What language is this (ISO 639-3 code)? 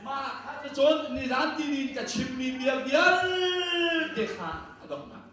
cnh